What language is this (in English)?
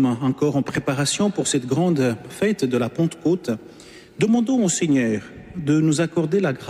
French